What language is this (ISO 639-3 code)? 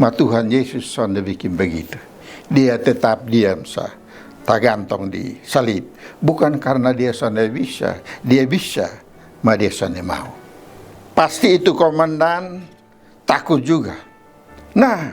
mkn